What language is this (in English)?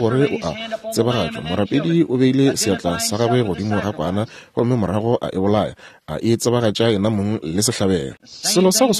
Northern Sotho